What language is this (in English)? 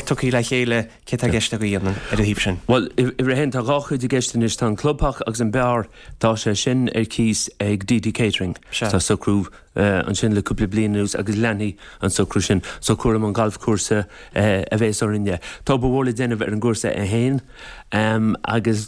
Irish